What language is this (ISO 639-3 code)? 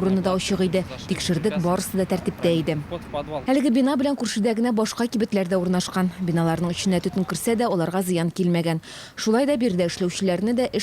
tat